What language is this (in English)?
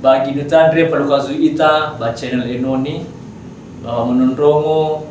Nias